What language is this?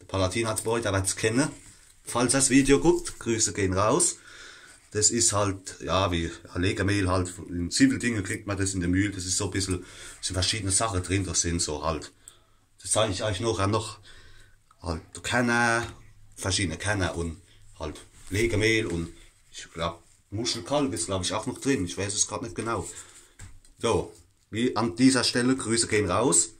Palatine German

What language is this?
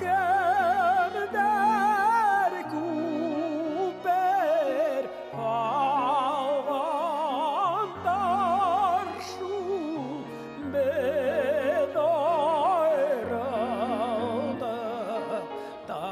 Bashkir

